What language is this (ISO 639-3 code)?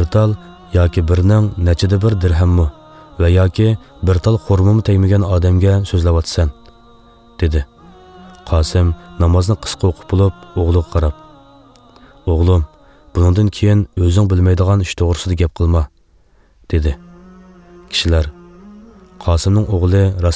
uig